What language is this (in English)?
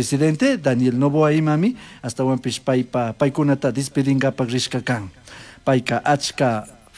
Chimborazo Highland Quichua